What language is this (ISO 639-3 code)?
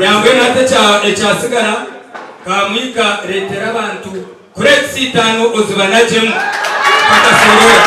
nyn